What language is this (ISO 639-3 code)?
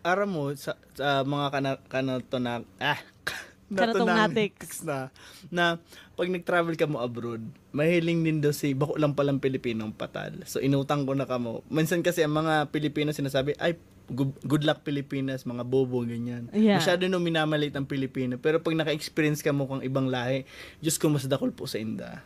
bik